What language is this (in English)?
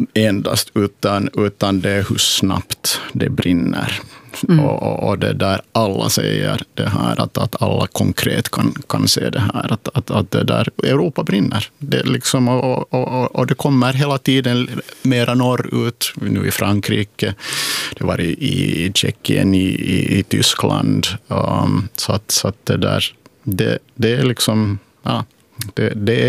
Swedish